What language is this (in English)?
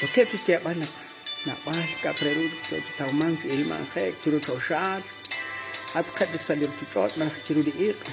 Kekchí